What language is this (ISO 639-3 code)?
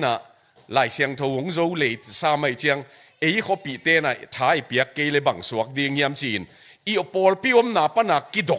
ctd